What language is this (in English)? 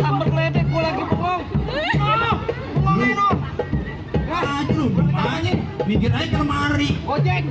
Betawi